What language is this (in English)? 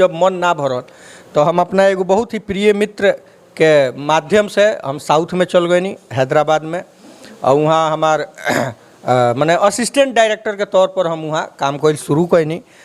Bhojpuri